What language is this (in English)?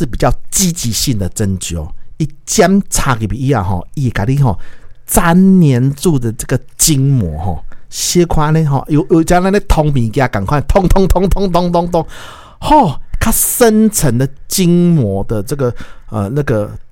Min Nan Chinese